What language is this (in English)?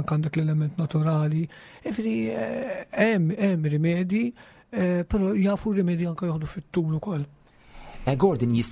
Maltese